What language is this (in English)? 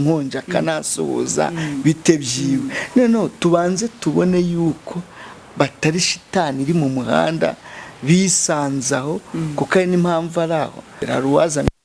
Kinyarwanda